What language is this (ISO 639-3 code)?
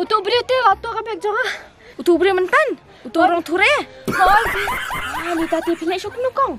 kha